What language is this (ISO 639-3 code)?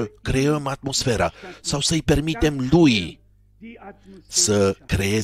ron